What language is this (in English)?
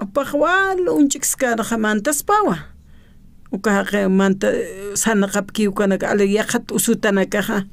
Aymara